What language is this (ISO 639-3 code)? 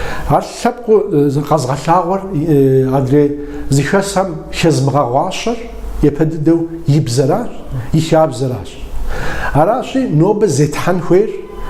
kbd